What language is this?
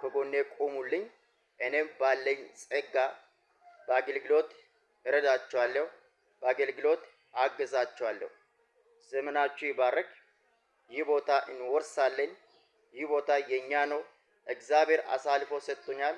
Amharic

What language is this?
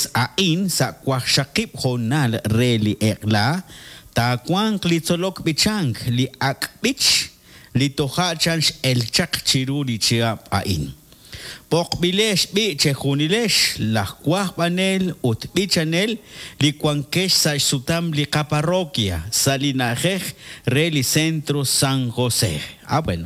Kekchí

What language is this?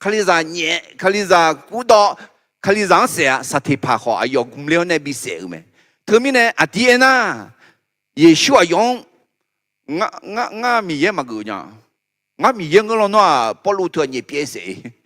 Akha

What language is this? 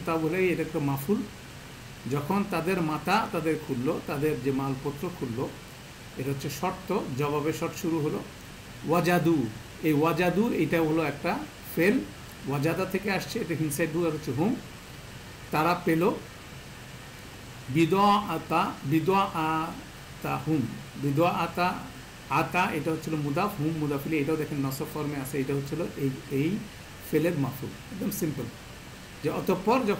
Bangla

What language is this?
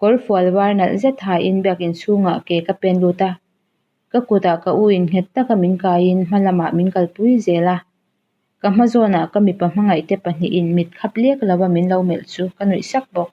Mizo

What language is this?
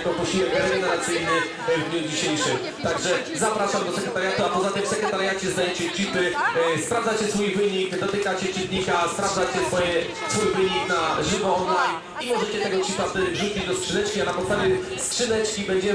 Polish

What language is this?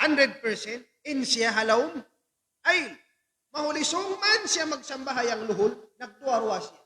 Tausug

